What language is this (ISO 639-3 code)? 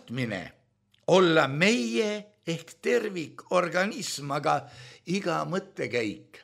est